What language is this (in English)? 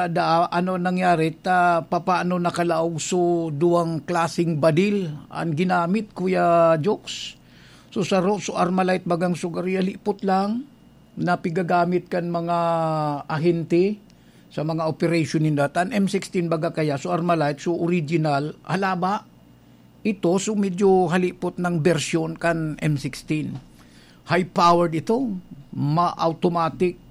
Bikol